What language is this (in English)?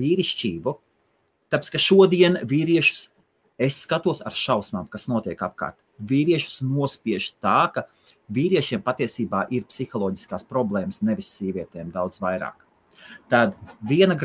Latvian